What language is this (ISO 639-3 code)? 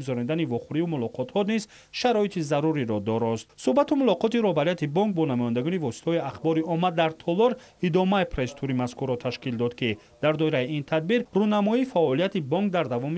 tgk